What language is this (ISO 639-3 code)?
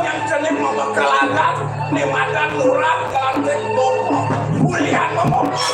ban